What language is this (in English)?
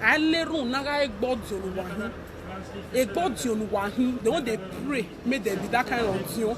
Nigerian Pidgin